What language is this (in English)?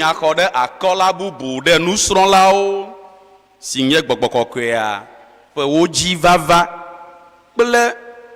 Ewe